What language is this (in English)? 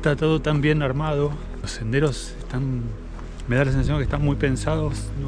Spanish